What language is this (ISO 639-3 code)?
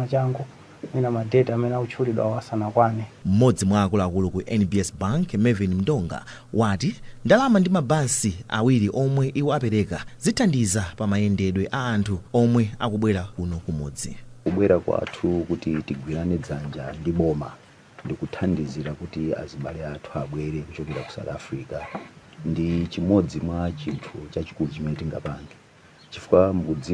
nya